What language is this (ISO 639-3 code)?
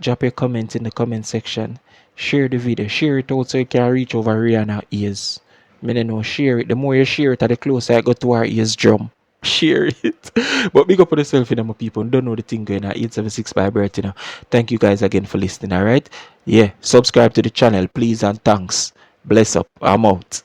jam